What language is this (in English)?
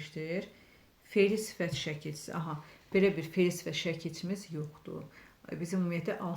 Azerbaijani